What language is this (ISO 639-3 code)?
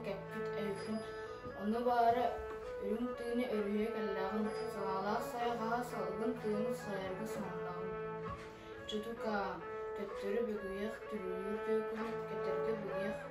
sah